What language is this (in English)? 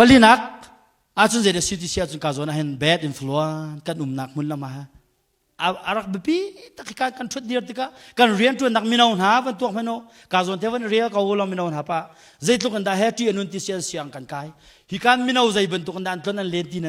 Hakha Chin